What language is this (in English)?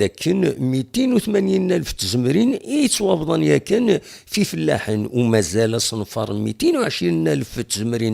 Kabyle